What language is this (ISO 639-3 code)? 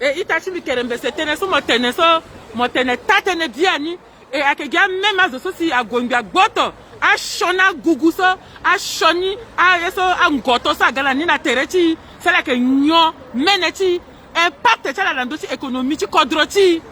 sag